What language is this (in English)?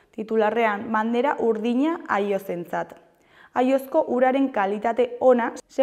Basque